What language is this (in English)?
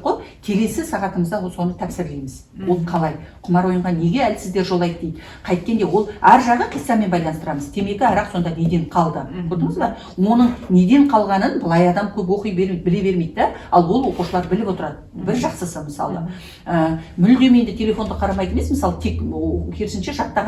Kazakh